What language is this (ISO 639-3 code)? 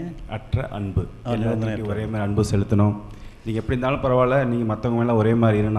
tam